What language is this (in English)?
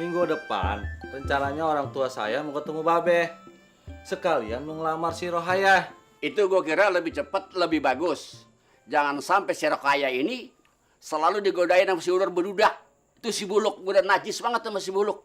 Betawi